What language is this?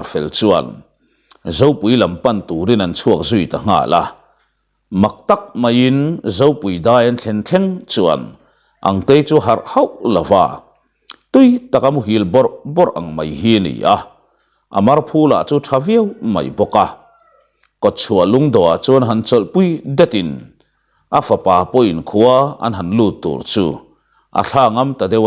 Mizo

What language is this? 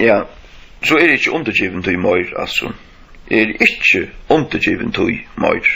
Faroese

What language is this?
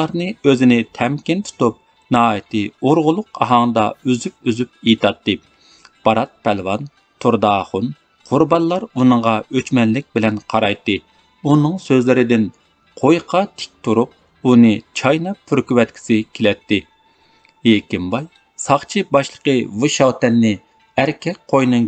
Uyghur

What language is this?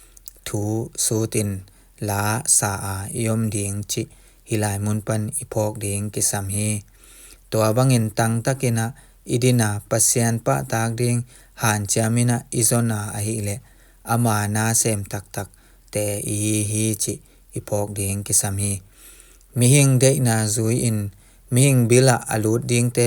Tedim Chin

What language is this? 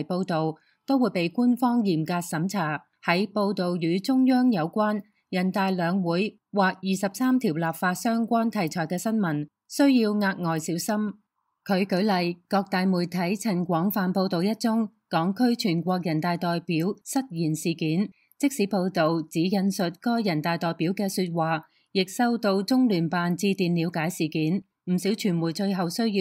Cantonese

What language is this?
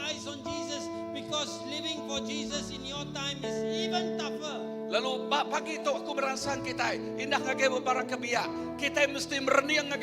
Iban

